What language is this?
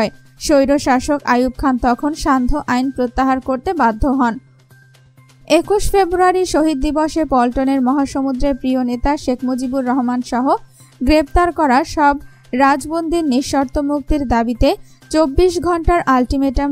Bangla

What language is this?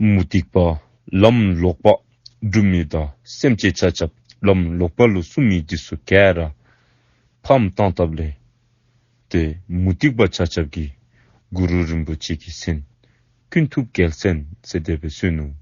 Dzongkha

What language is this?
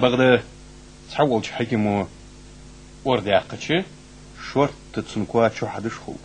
Ingush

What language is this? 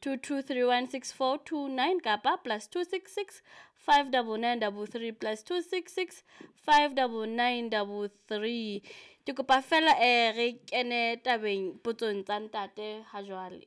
Southern Sotho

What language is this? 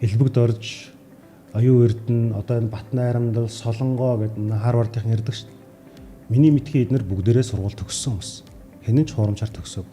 Mongolian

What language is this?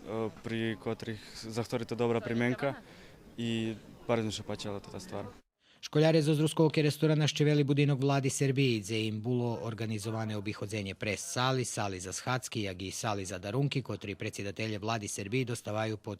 Rusyn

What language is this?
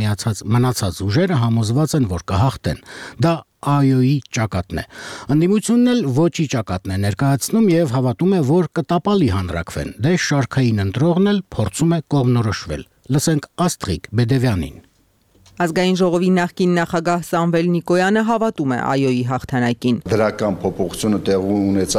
Armenian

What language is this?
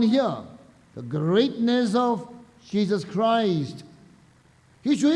Tangkhul Naga (India)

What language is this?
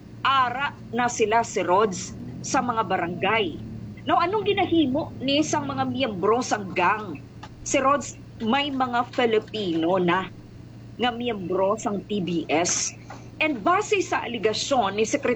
Hiligaynon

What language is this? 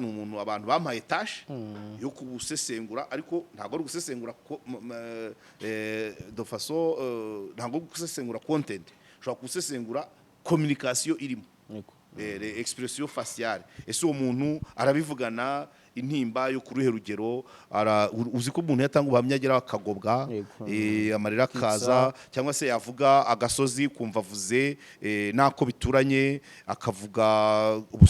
Kinyarwanda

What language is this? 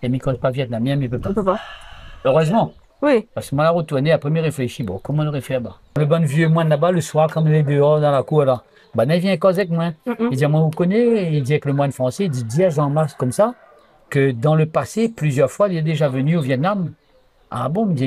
Réunion Creole French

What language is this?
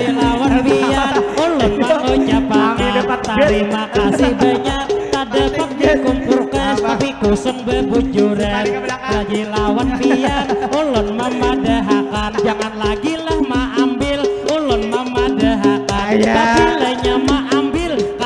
Banjar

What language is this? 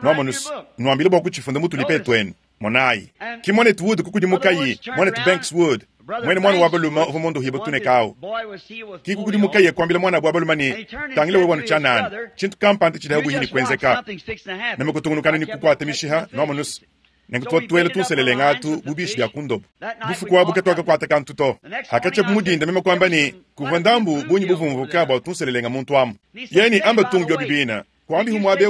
Luba-Lulua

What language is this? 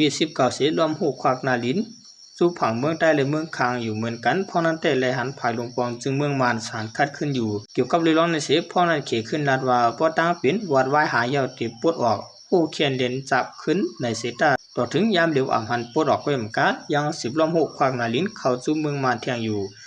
Shan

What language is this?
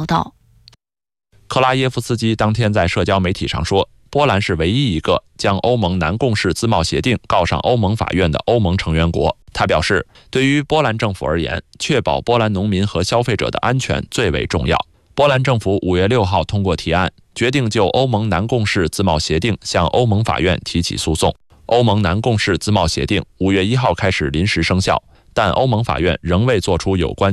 Chinese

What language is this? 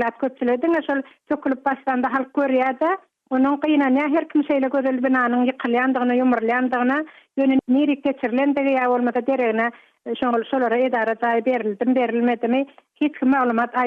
Turkmen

